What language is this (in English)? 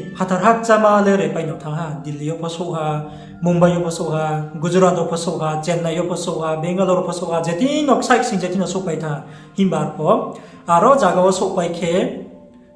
Riang (India)